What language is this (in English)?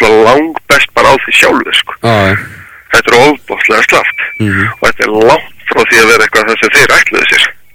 Icelandic